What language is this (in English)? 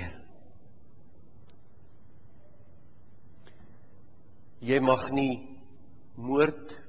Afrikaans